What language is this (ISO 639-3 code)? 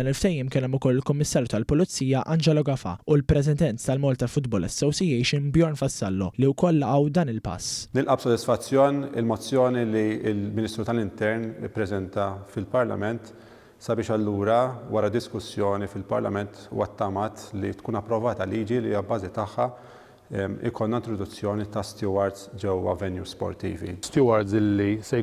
mlt